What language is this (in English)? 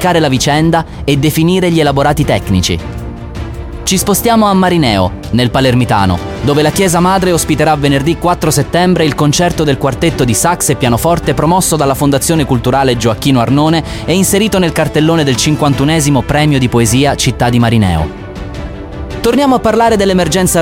Italian